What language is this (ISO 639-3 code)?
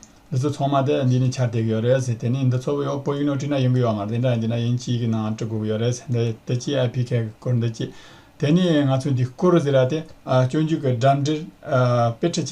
bod